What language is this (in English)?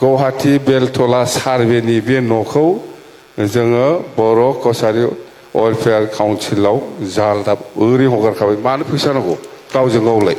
Bodo